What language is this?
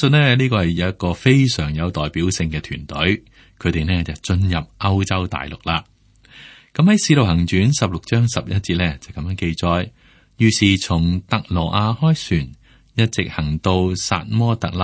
Cantonese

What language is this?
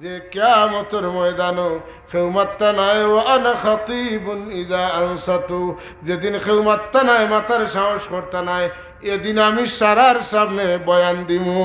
Sylheti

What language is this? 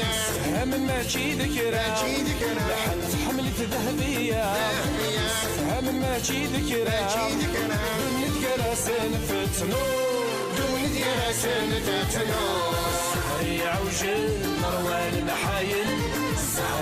Kabyle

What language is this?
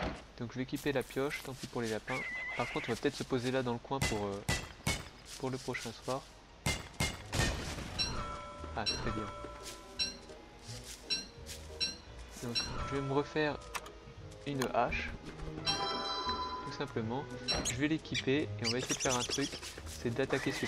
French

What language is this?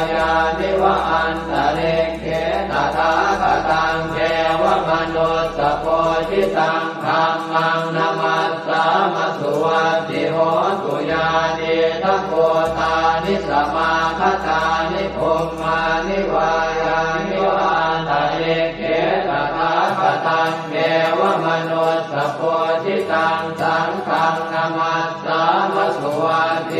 Pali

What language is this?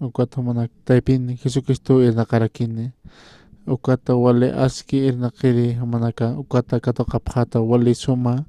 Aymara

